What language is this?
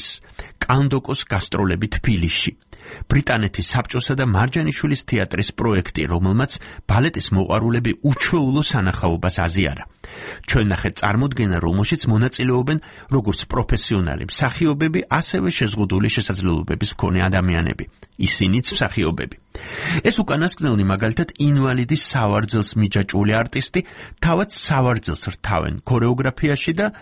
Georgian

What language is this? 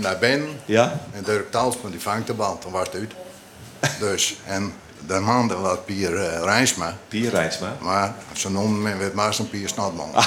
Western Frisian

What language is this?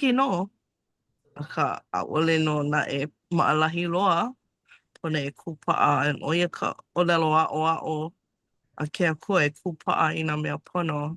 Hawaiian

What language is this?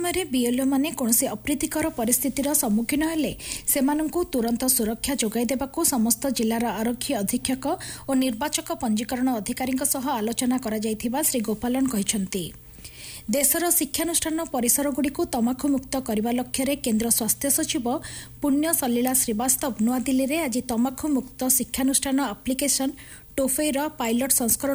Odia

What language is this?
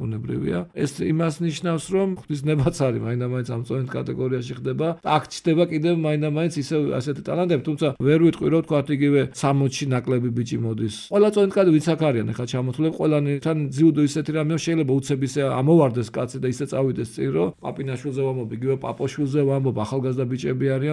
Georgian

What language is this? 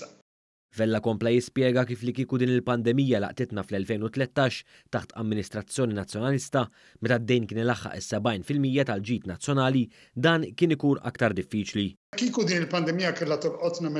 Maltese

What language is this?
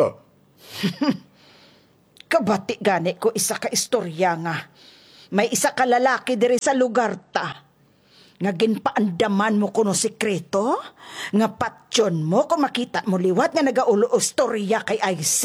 Hiligaynon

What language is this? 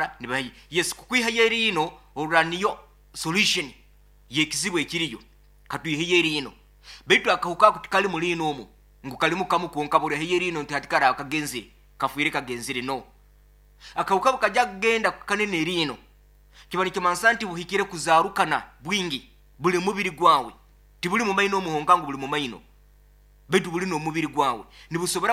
Nyoro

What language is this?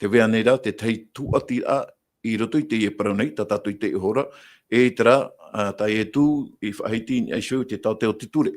Tahitian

